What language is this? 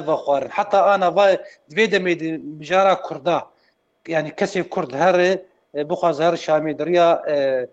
Kurdish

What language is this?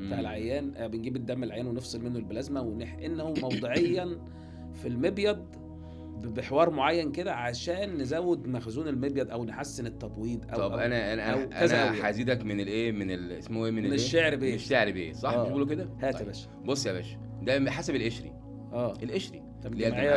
Egyptian Arabic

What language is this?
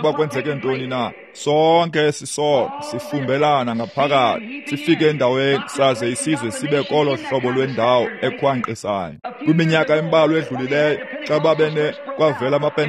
Xhosa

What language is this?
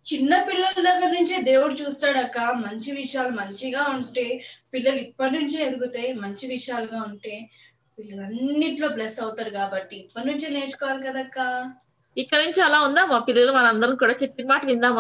Telugu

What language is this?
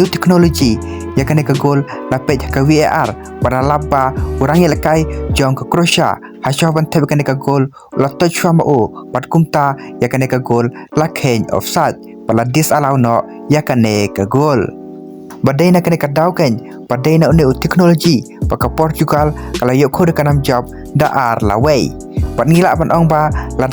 Khasi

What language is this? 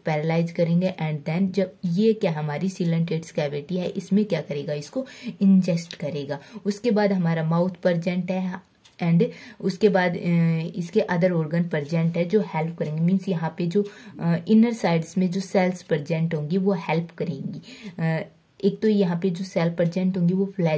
Hindi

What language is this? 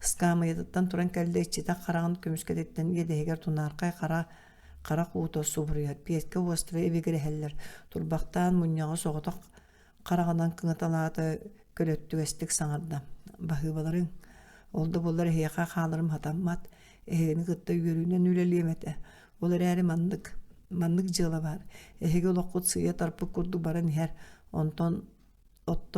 Yakut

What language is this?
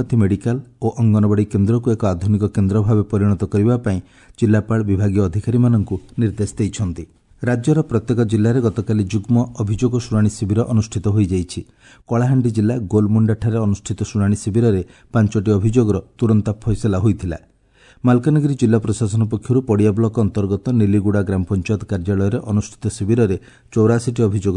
Odia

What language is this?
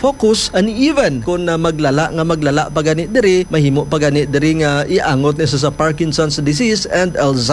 Hiligaynon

